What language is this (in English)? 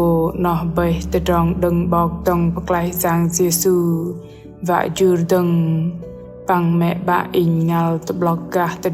Bahnar